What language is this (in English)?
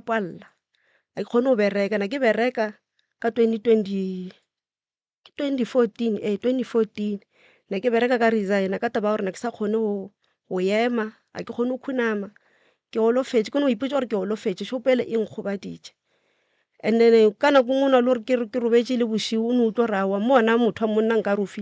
Northern Sotho